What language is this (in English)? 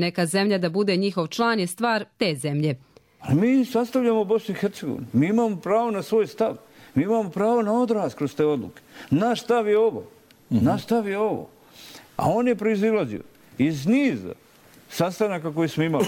Bosnian